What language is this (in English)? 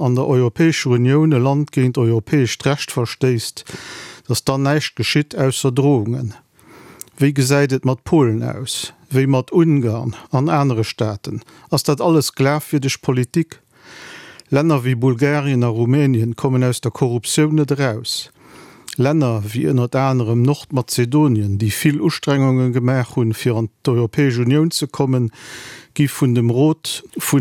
Luxembourgish